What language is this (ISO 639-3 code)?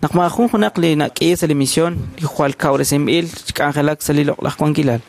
kek